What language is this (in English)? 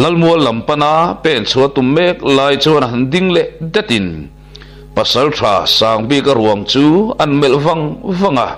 Mizo